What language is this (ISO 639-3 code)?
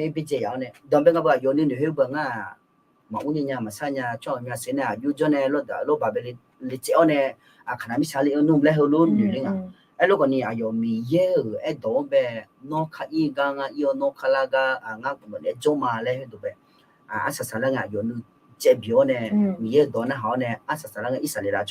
ahk